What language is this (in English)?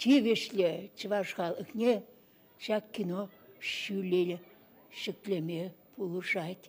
Chuvash